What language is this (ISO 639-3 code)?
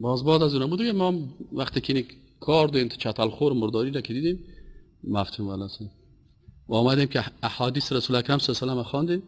fas